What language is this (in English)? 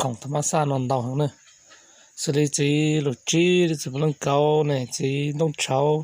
Hmong